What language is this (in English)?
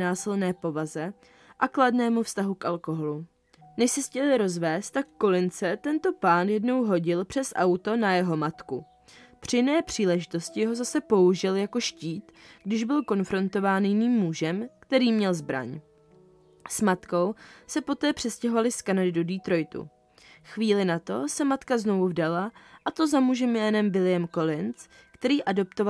Czech